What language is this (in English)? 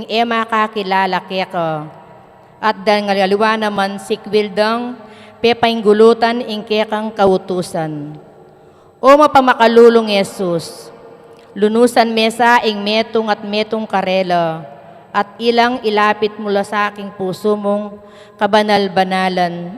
Pampanga